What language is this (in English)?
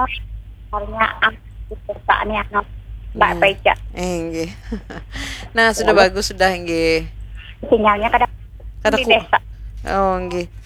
Banjar